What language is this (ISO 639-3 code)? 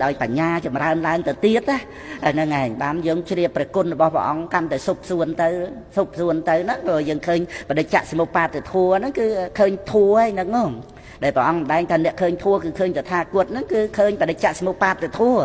khm